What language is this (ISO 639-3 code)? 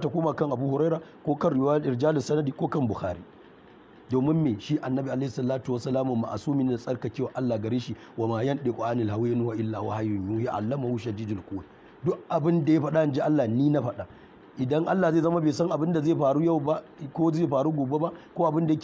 hau